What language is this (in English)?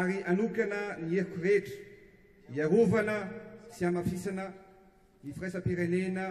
Malagasy